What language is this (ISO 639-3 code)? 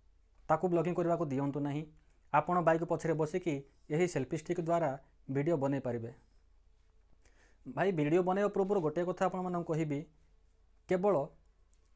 ori